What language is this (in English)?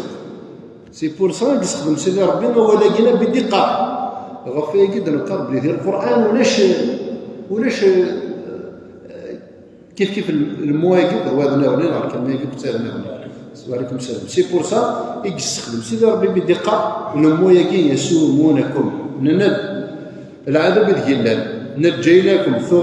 Kabyle